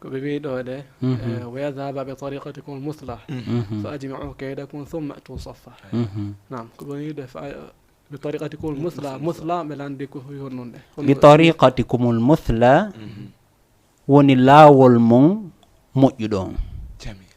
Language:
Fula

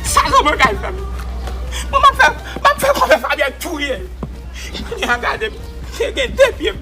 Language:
Haitian Creole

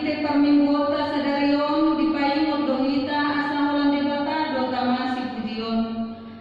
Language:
Batak Toba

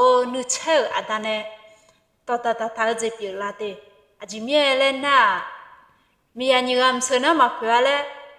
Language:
Akha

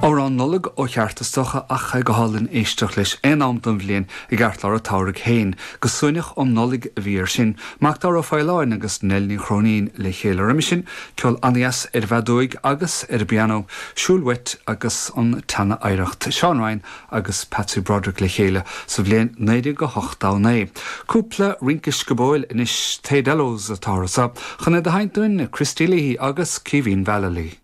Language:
Irish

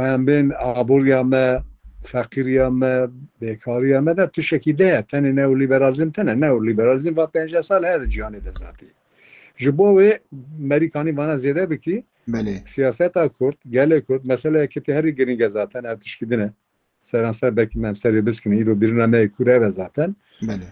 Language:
Kurdish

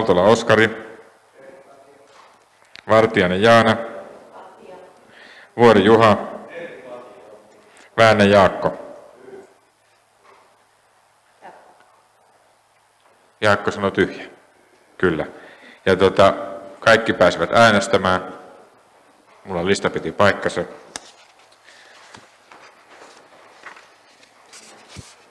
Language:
Finnish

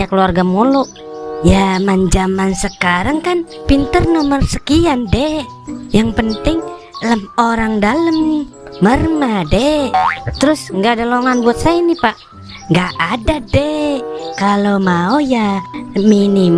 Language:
Betawi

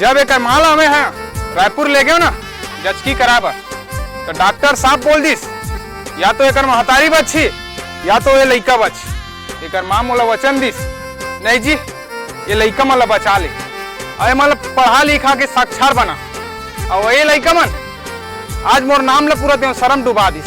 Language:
Chhattisgarhi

